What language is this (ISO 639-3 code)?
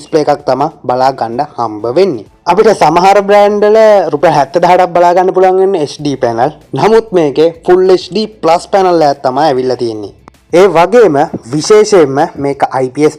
sin